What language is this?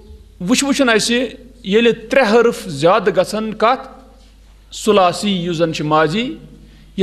Kashmiri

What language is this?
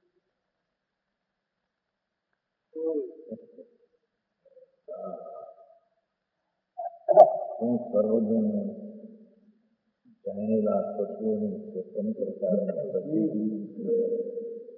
Gujarati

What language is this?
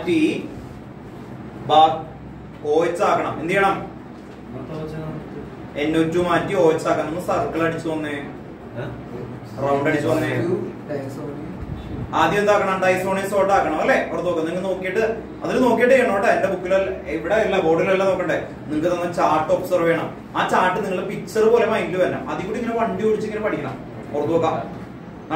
Malayalam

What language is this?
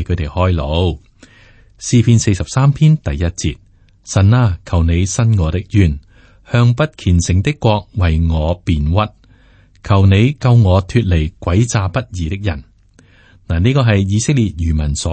Cantonese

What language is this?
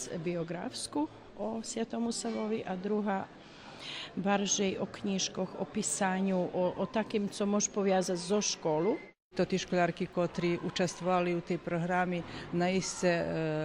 Rusyn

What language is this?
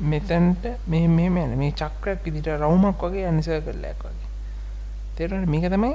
Sinhala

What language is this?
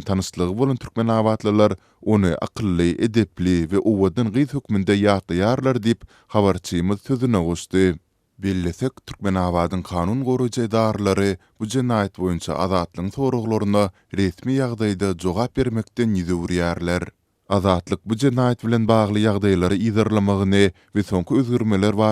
Turkmen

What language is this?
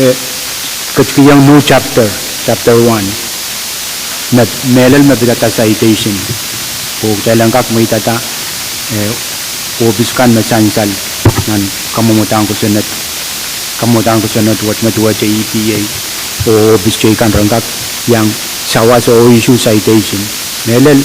Pohnpeian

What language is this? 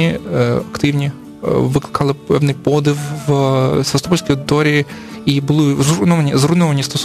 Ukrainian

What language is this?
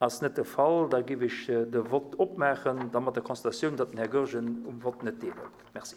Luxembourgish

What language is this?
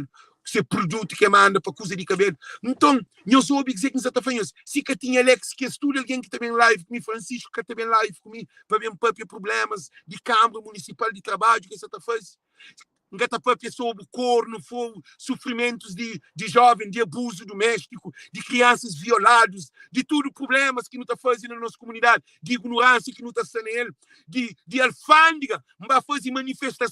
Kabuverdianu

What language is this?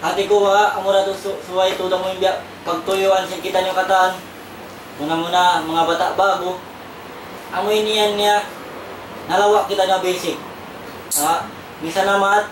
Tausug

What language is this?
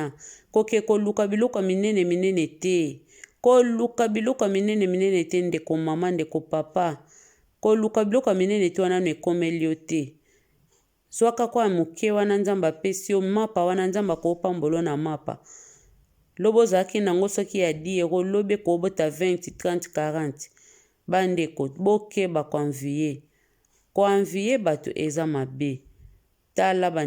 Lingala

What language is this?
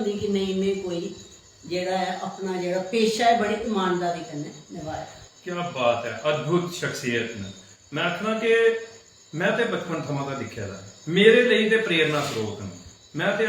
Dogri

